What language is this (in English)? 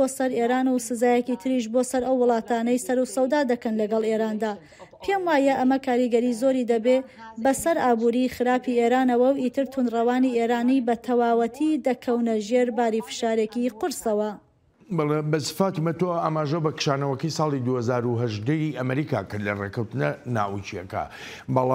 Central Kurdish